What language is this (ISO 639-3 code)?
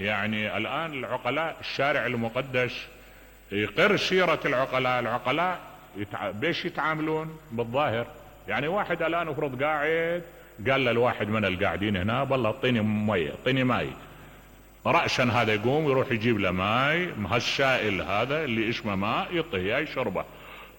acm